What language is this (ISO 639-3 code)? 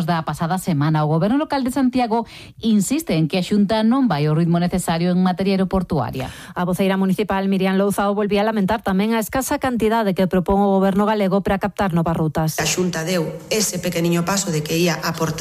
glg